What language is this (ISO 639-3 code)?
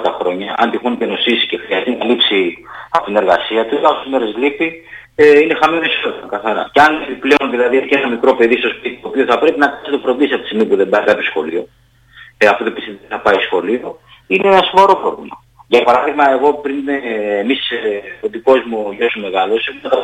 ell